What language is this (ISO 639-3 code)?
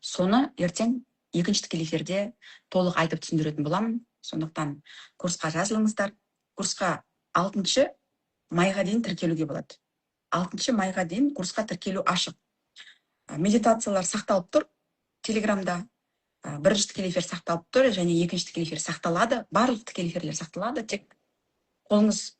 kaz